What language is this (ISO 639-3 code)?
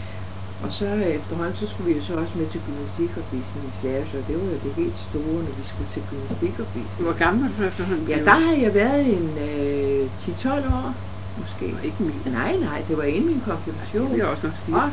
dan